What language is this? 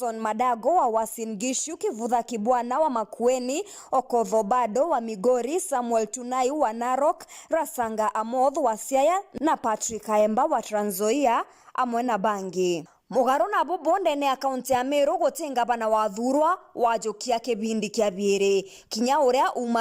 Meru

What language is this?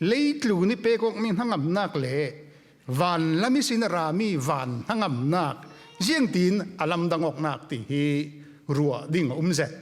Falam Chin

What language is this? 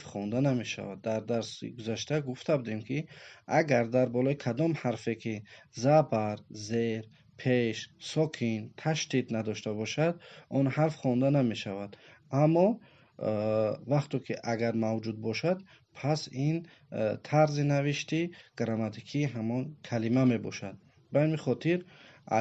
Tajik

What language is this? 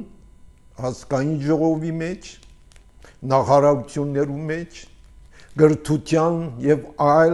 Armenian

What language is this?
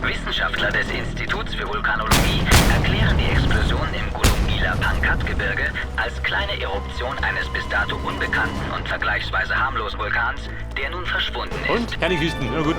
Bavarian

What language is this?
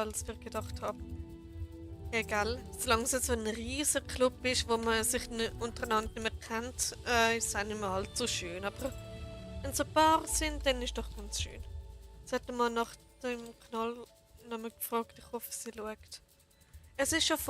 Swiss German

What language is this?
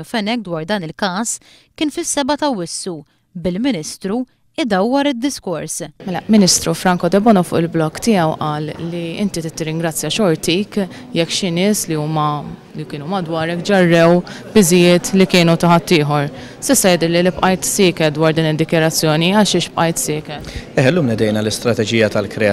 Maltese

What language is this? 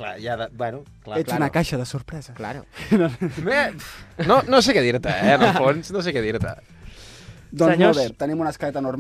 Catalan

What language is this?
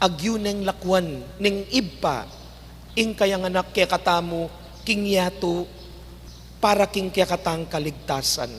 Pampanga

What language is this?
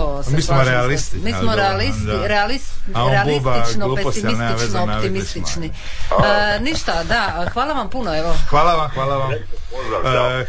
Croatian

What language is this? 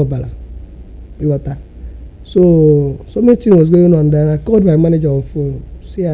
Igbo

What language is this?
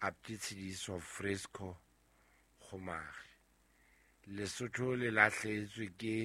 Southern Sotho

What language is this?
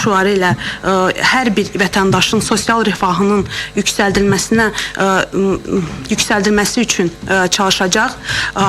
Azerbaijani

